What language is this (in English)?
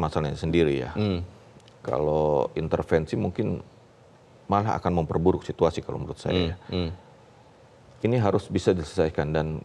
Indonesian